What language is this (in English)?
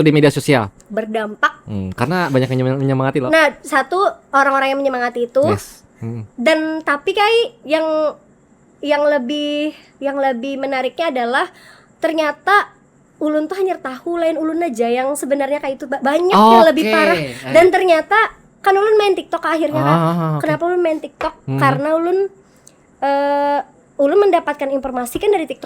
Banjar